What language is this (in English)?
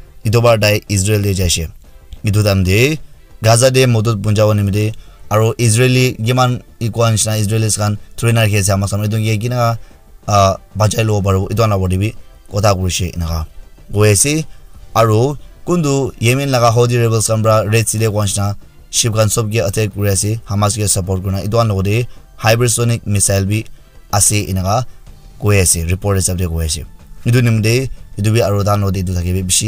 Naga Pidgin